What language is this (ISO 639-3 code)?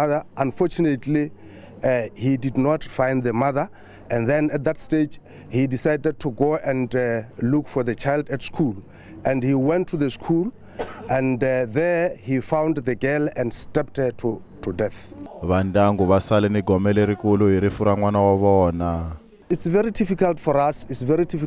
tso